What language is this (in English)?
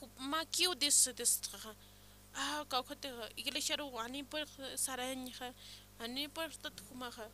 Aymara